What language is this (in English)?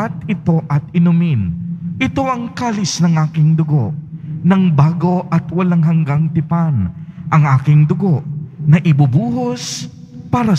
Filipino